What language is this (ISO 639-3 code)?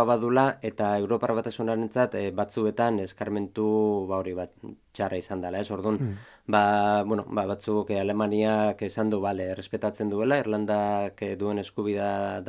eus